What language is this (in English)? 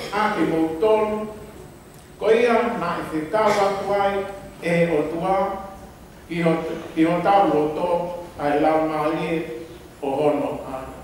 Tongan